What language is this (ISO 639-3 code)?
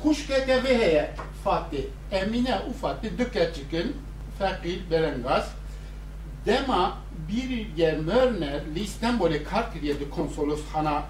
kur